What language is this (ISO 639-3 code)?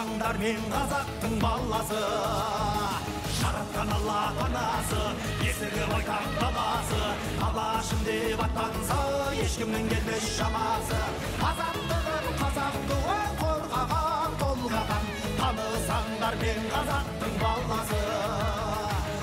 kaz